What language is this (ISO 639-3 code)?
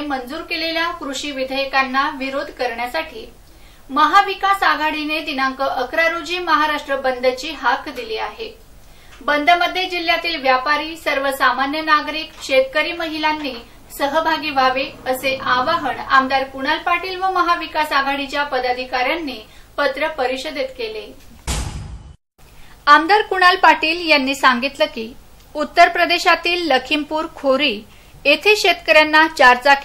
mar